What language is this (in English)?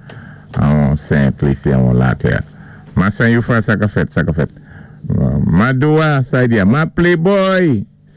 Saint Lucian Creole French